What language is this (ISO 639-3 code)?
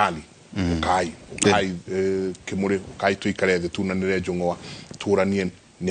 kik